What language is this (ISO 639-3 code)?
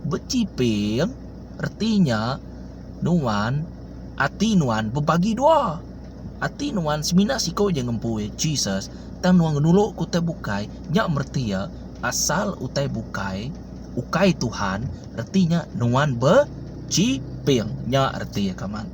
iba